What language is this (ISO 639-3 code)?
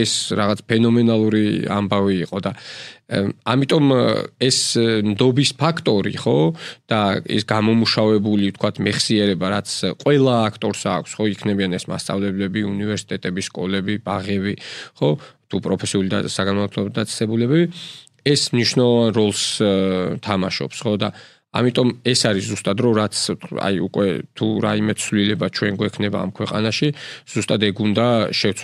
kat